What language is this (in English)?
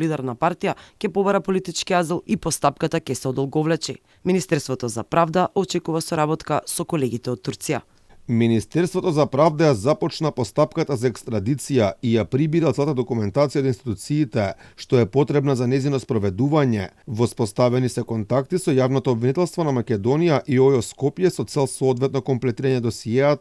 Macedonian